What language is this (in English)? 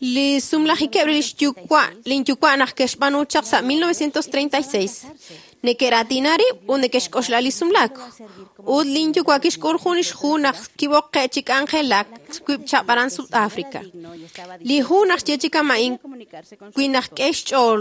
Kekchí